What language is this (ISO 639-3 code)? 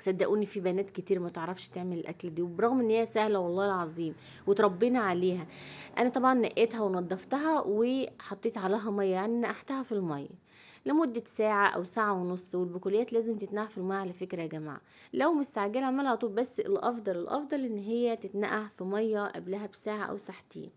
arz